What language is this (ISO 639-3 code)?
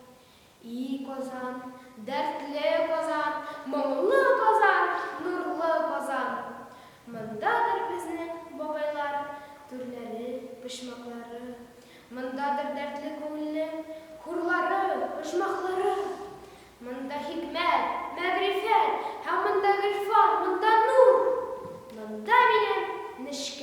tat